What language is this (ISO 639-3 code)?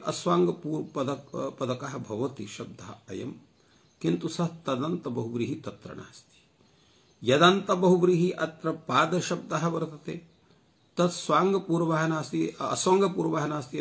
san